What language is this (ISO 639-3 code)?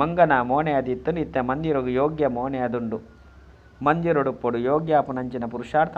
tcy